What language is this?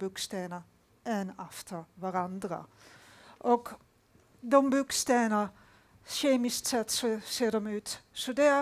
Swedish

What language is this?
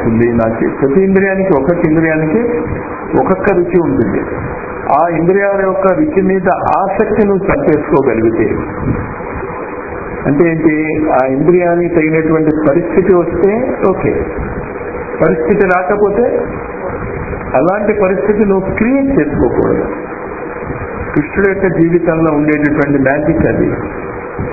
Telugu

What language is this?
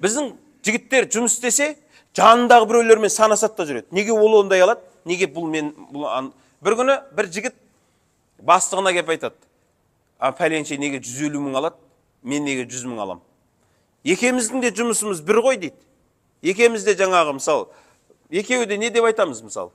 Kazakh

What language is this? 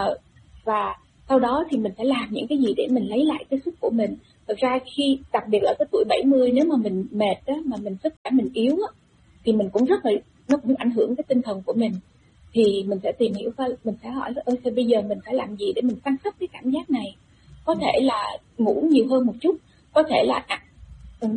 Vietnamese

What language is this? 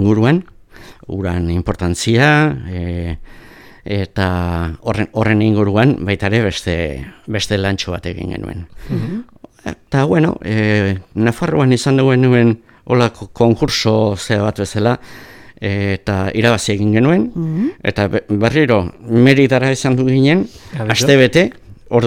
Basque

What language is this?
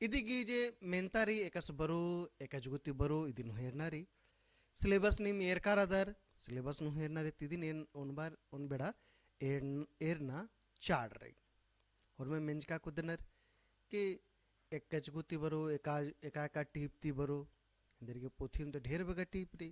Kurukh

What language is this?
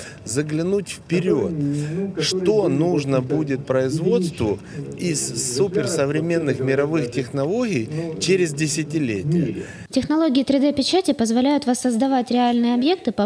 Russian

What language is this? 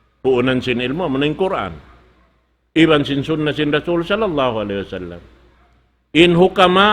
Tausug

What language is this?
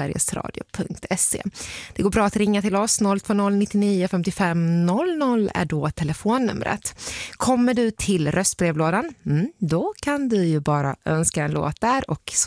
Swedish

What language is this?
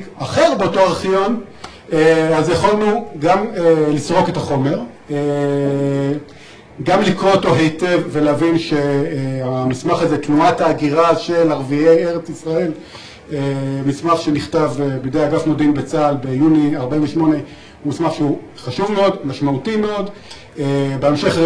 Hebrew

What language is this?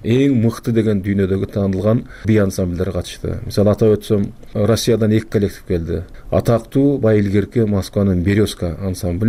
Kyrgyz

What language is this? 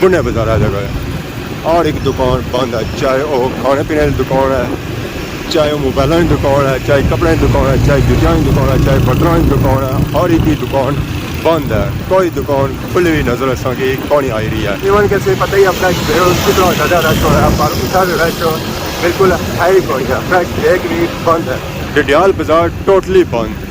Pahari-Potwari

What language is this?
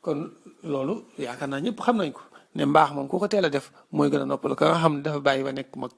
Wolof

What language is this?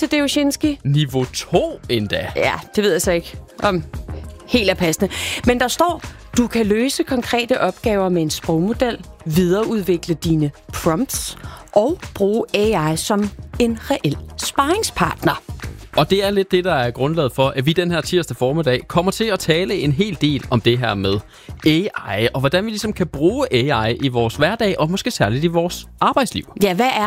Danish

